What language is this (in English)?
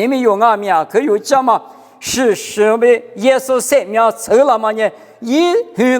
Lisu